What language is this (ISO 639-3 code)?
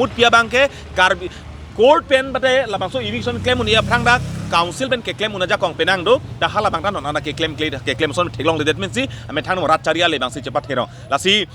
mjw